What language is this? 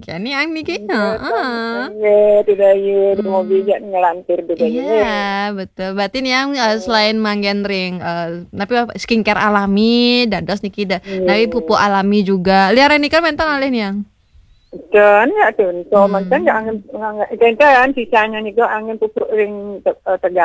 Balinese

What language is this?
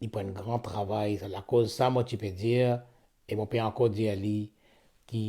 Morisyen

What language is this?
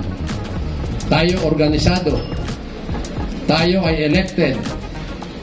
Filipino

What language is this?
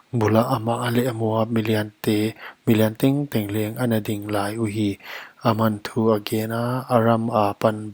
Paite Chin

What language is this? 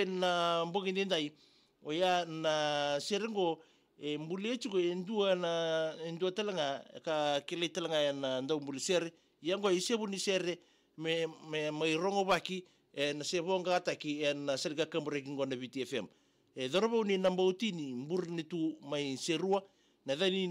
Fijian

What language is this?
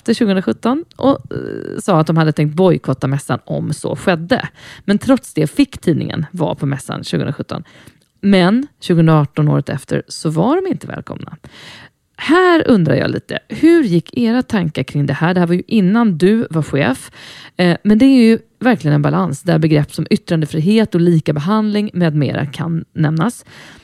Swedish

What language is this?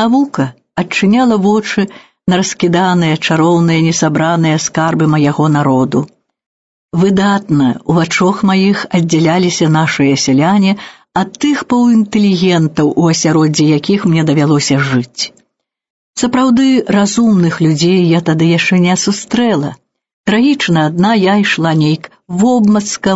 Belarusian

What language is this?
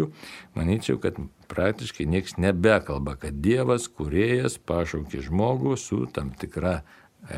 Lithuanian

